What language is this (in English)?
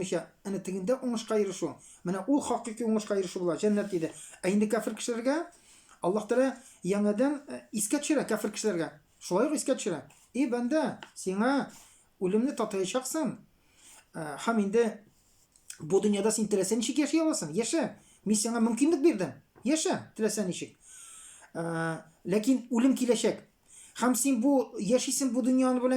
Tatar